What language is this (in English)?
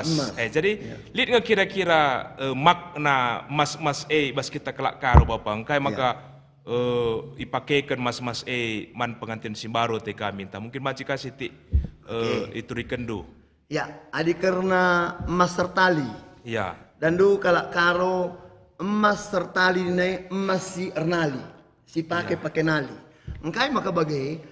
Batak Karo